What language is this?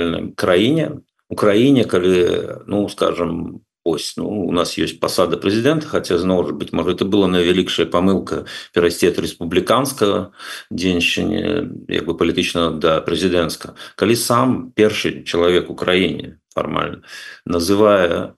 Belarusian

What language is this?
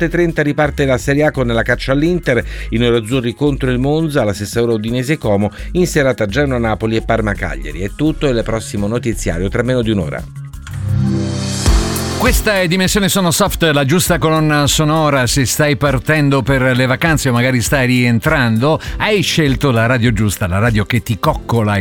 Italian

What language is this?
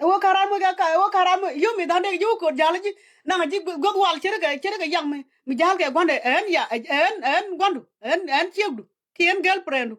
Nuer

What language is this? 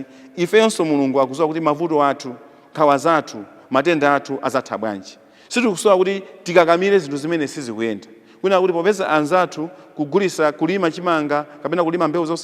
Nyanja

